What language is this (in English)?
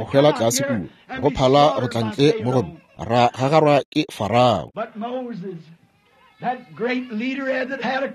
Northern Sotho